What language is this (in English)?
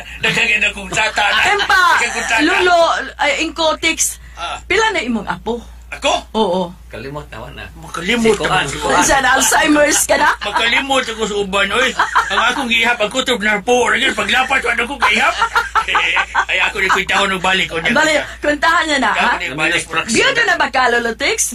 Cebuano